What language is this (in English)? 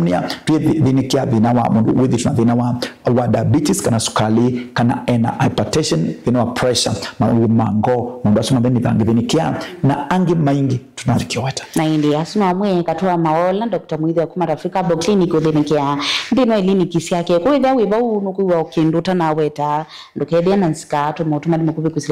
Kamba